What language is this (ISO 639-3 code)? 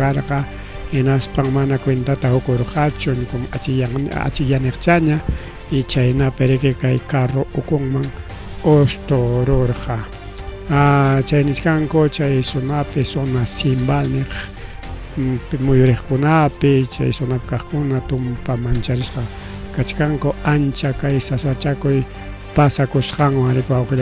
quy